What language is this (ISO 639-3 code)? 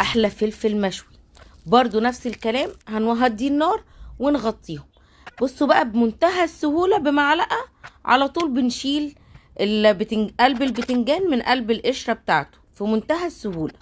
arz